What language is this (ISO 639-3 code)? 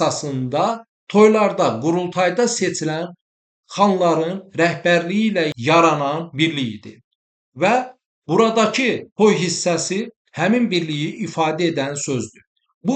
aze